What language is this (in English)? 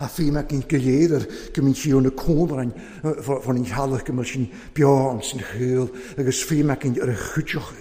Welsh